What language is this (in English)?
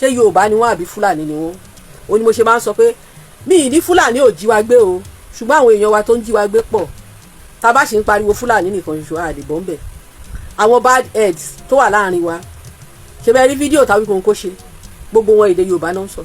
Yoruba